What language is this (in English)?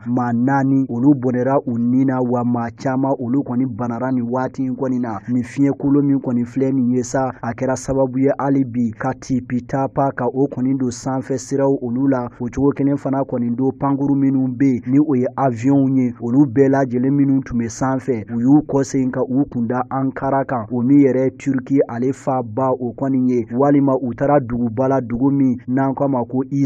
Bambara